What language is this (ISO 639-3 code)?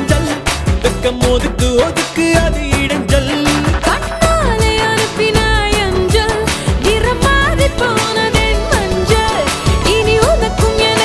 tam